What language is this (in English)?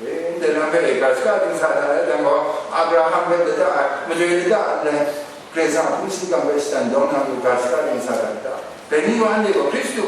Kachin